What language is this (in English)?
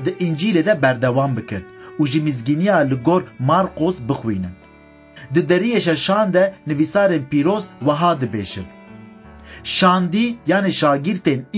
Kurdish